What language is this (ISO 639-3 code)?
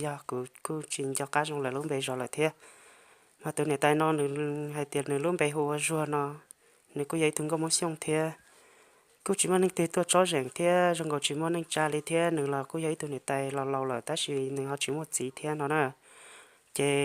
hmn